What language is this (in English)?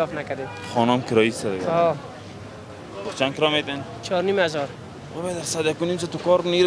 Persian